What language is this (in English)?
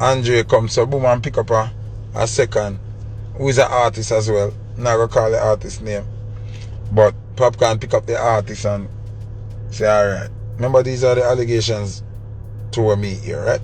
Jamaican Creole English